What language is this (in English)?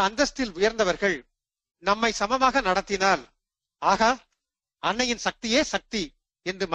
Tamil